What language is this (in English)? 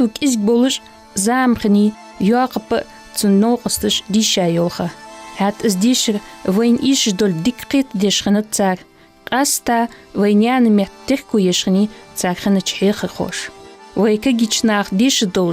Ingush